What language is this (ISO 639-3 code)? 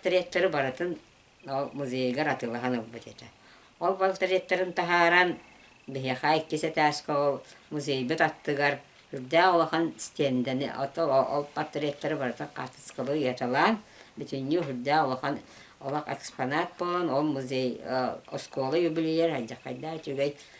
sah